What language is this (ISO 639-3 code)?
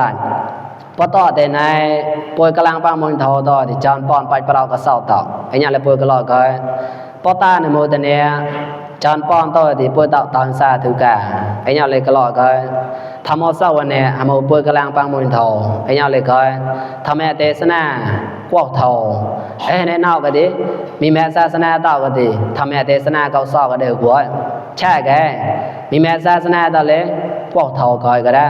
mnw